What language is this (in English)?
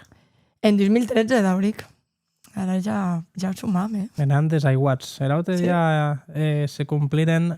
Occitan